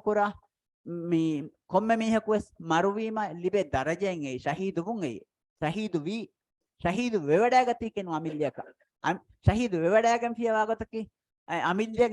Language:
Divehi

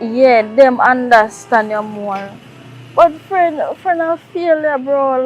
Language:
Jamaican Creole English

